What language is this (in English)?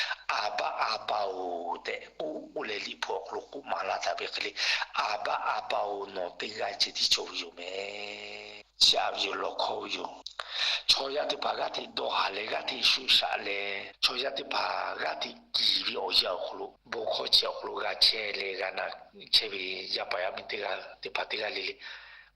Lahu